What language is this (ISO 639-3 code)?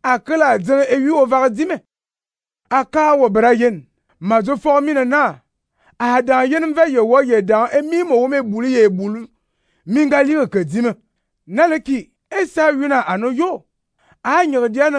fan